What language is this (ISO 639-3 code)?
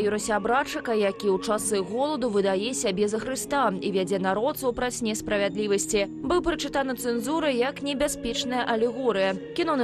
bel